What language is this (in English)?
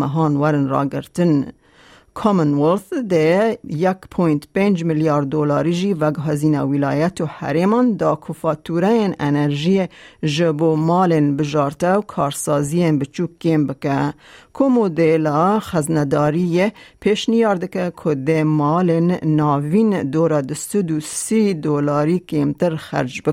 Kurdish